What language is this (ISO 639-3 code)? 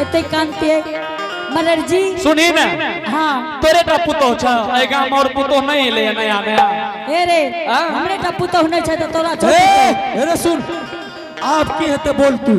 anp